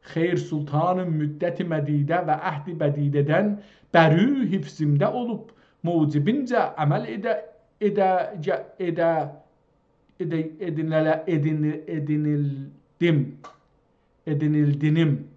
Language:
South Azerbaijani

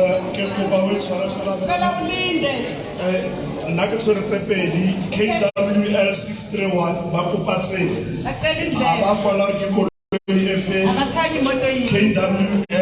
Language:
Tswana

